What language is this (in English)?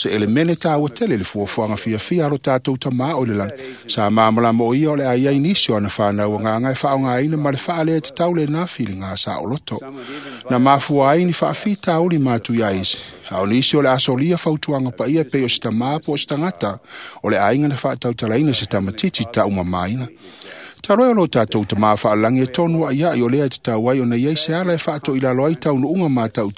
Samoan